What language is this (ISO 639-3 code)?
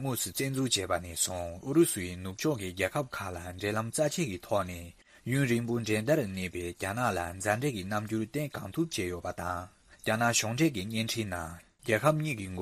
bod